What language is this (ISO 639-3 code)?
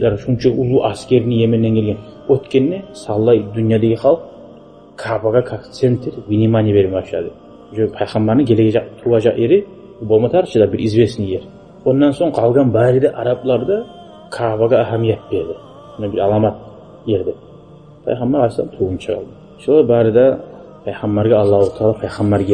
kum